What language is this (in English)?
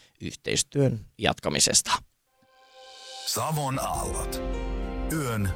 Finnish